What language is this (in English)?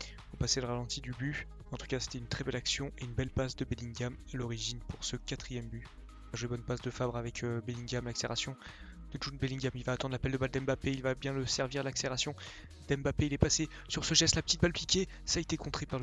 French